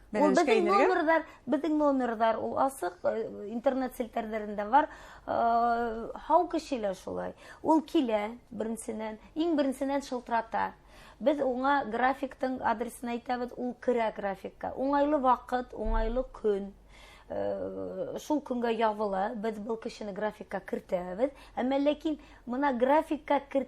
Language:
Bashkir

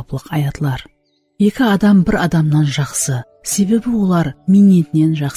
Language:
Kara-Kalpak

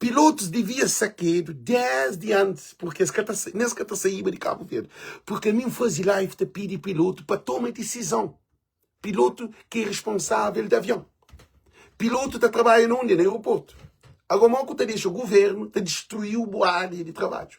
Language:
Kabuverdianu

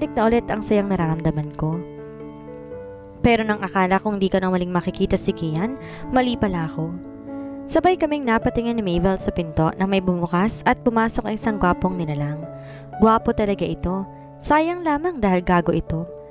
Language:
Filipino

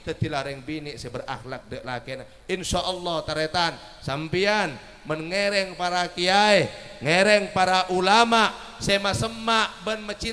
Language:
Madurese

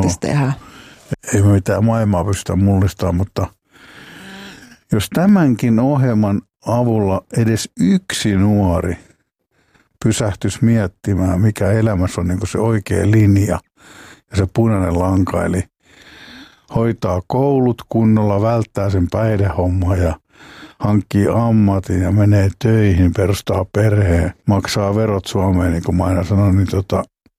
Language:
Finnish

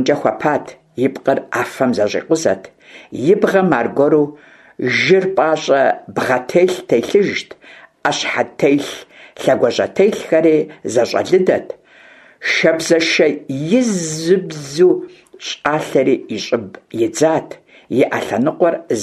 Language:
Kabardian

